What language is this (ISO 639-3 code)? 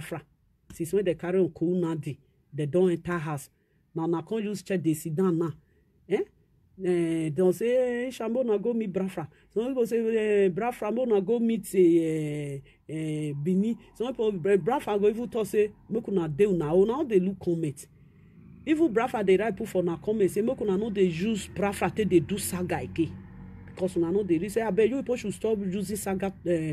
pcm